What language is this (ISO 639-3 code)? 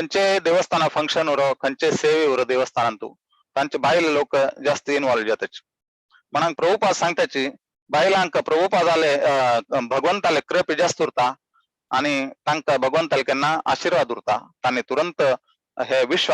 kok